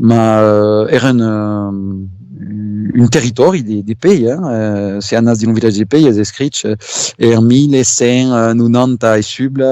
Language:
Occitan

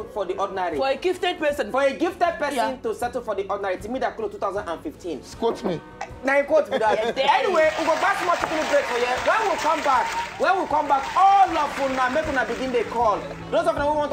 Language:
Nigerian Pidgin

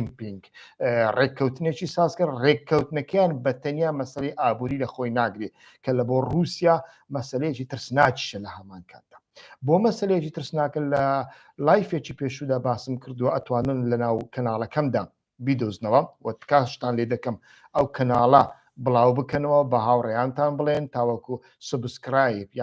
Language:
Central Kurdish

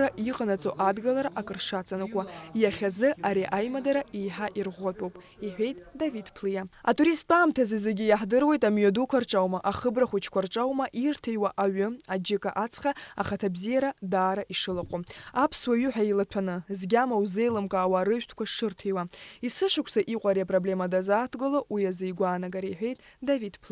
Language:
Abkhazian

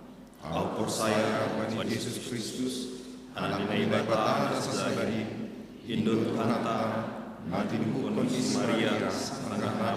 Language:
Batak Simalungun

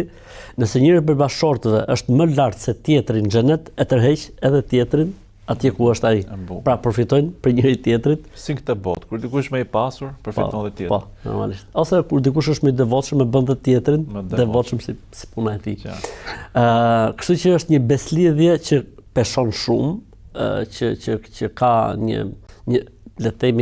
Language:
Albanian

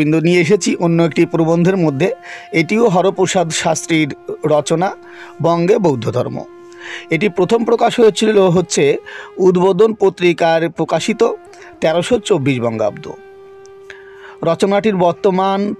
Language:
Bangla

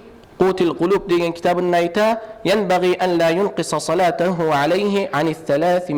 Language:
Kumyk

